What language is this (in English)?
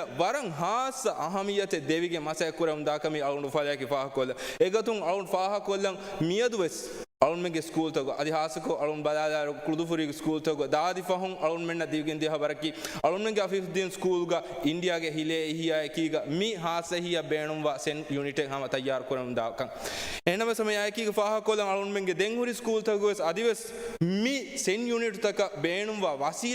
Divehi